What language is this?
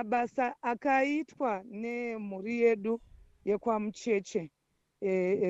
Shona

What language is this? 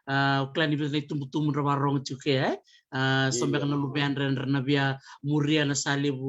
Fijian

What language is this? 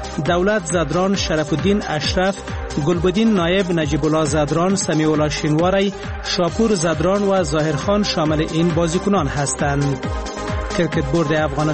Persian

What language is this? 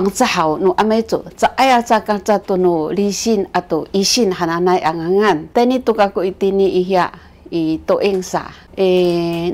Sakizaya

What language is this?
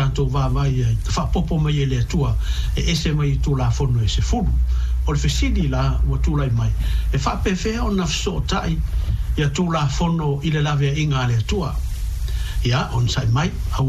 Samoan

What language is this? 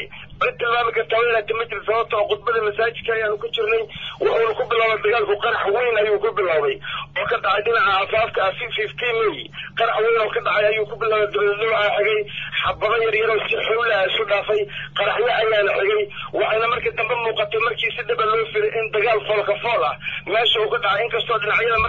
Somali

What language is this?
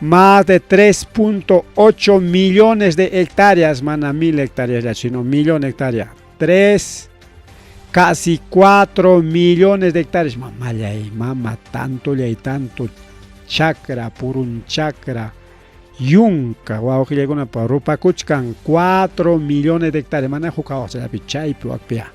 Ayacucho Quechua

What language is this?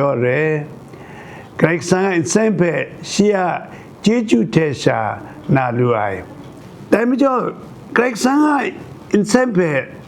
Kachin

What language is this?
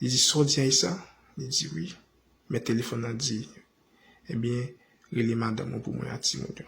Haitian Creole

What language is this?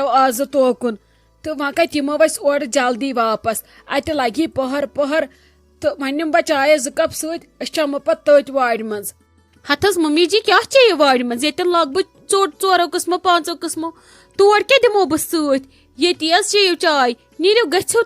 Kashmiri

